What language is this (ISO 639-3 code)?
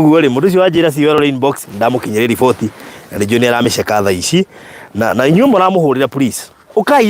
kik